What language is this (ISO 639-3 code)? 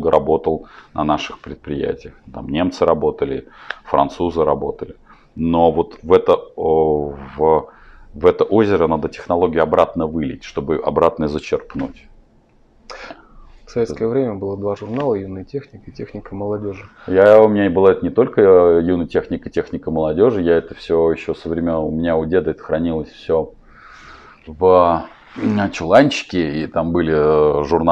rus